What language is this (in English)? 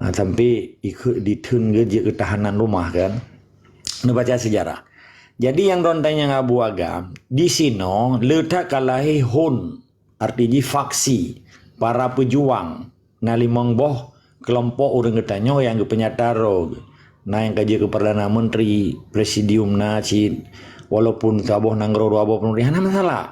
Achinese